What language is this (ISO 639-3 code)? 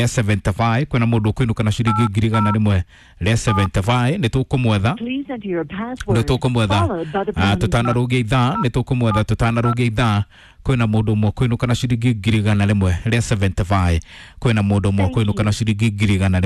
kik